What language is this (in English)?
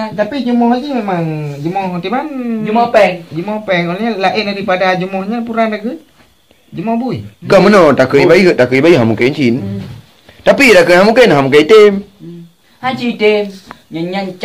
Achinese